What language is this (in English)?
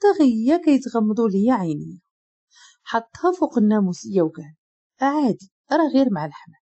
Moroccan Arabic